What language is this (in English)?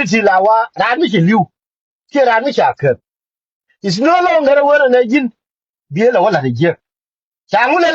Nuer